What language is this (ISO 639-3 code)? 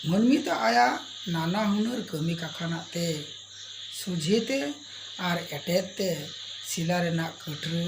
sat